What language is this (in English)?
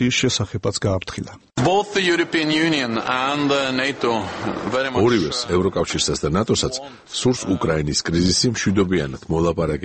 Georgian